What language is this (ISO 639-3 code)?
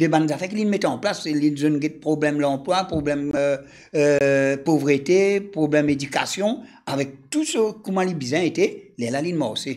mfe